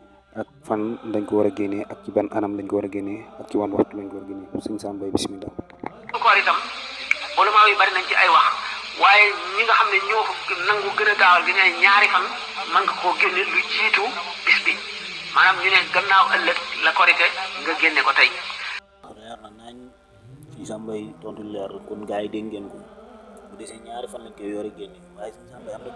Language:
Wolof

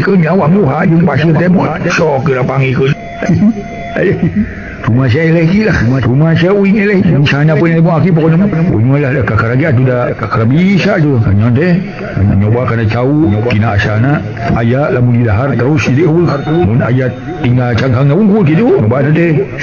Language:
Sundanese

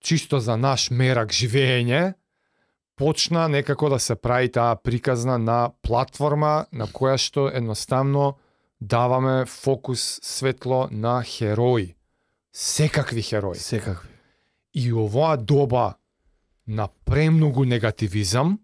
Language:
Macedonian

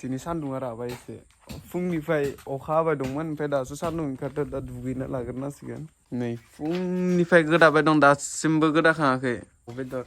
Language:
Bodo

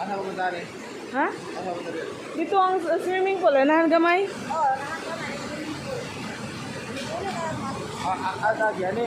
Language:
Cebuano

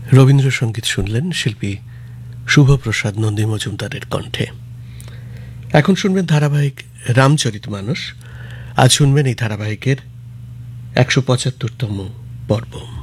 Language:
Bangla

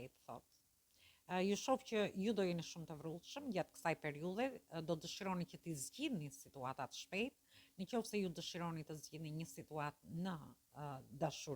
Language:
Albanian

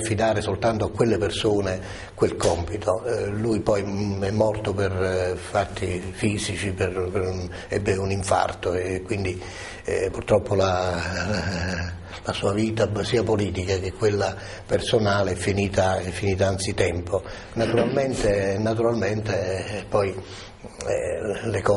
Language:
Italian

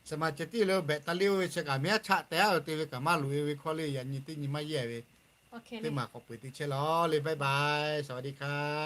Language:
Lahu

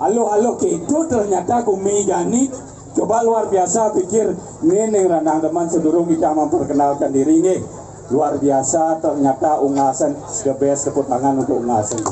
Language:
Balinese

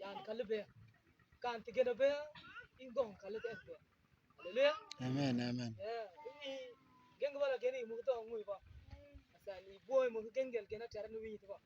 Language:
Mabaan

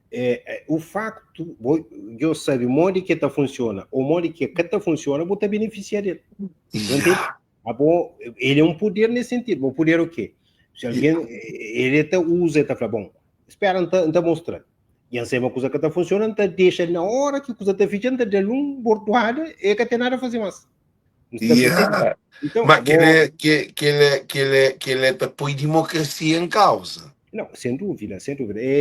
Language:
Kabuverdianu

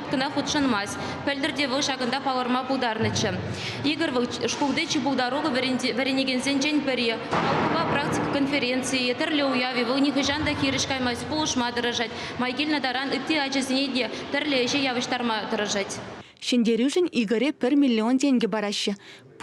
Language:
Chuvash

